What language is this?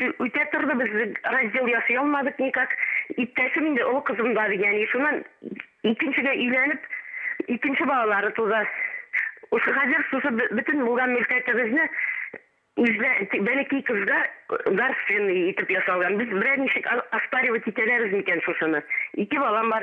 Bashkir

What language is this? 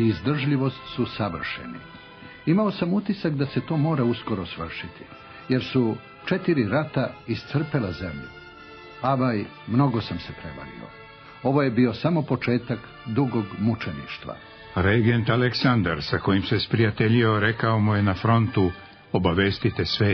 Serbian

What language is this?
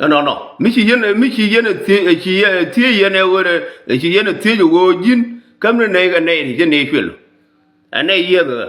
Nuer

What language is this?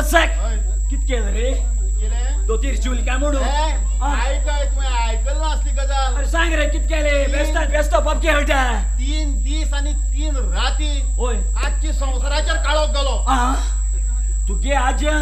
Konkani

